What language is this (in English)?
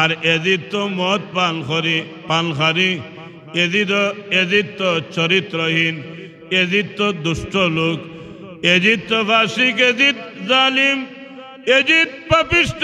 Sylheti